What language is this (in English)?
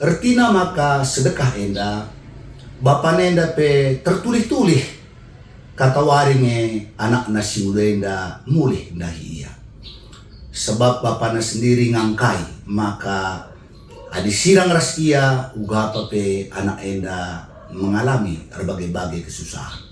Batak Karo